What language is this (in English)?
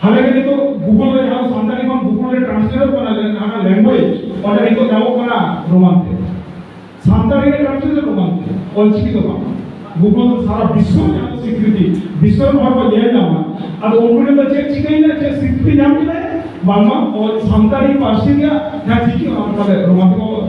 Santali